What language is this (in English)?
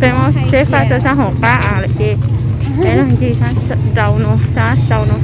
Hmong